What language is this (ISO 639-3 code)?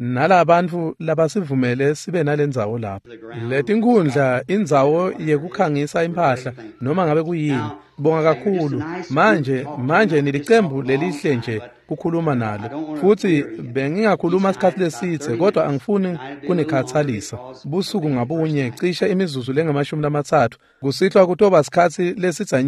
ssw